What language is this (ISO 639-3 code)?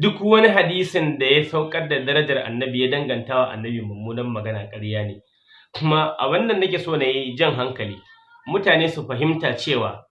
hau